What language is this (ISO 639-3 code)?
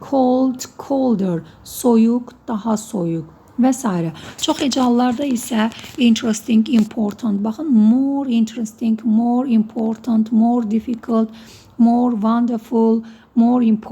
aze